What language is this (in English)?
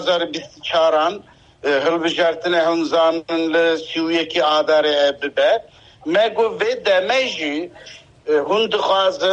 Kurdish